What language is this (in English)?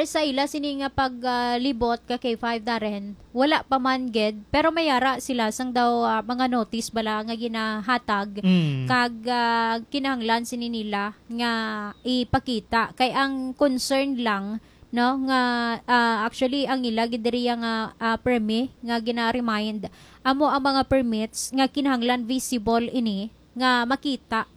Hiligaynon